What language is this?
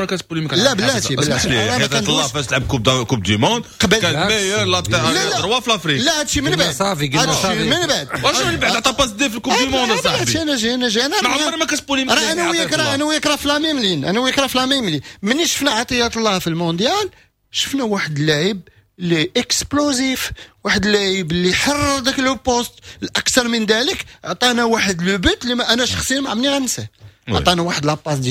Moroccan Arabic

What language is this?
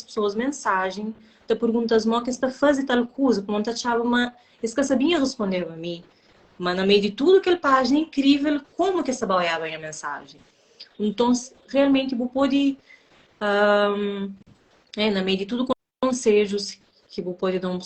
Kabuverdianu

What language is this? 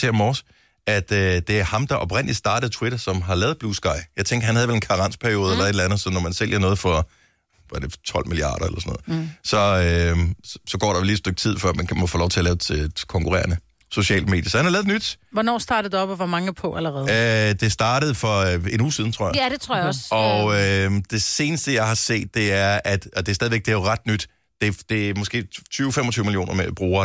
Danish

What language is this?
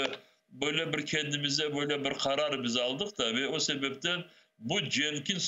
Crimean Tatar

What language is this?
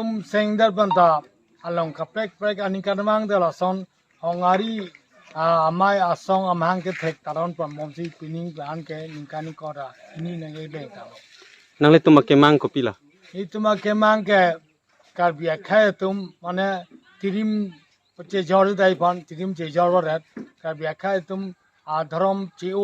Karbi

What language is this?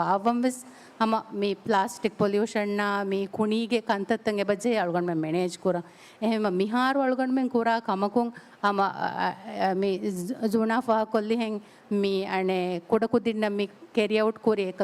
Divehi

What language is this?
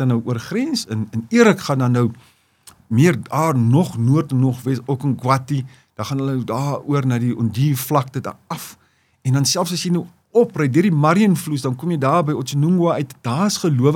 Afrikaans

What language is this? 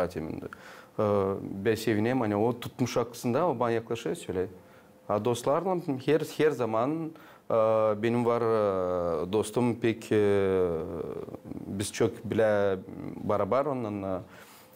Gagauz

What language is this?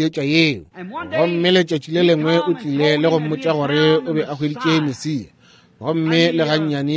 Northern Sotho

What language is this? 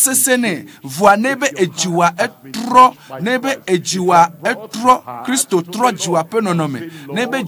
Ewe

